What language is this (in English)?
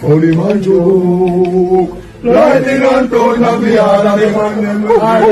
Jamaican Creole English